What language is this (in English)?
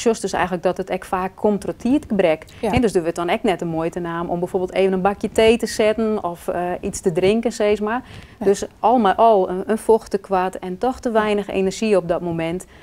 Western Frisian